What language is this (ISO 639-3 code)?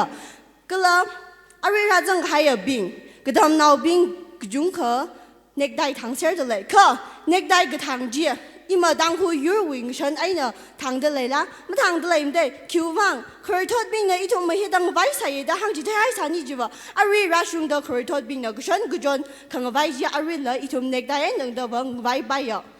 nmf